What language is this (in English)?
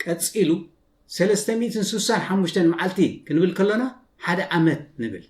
Tigrinya